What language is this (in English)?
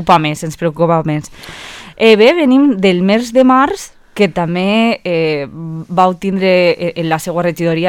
Catalan